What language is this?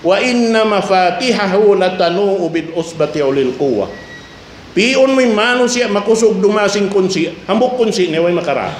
Tausug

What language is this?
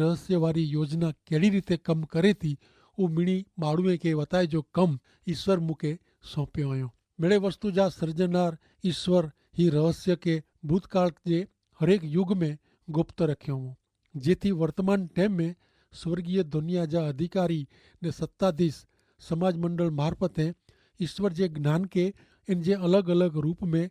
Kachhi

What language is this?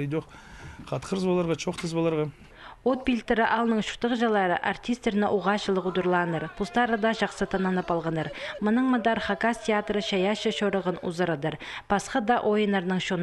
Khakas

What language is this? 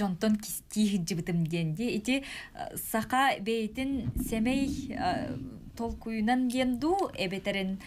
Yakut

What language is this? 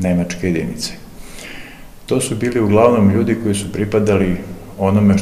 Serbian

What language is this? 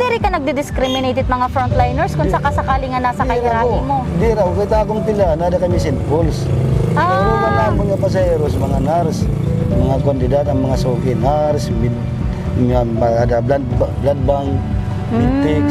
Waray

